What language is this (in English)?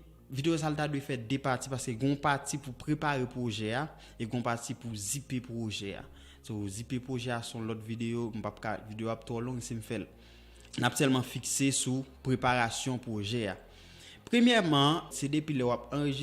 Haitian Creole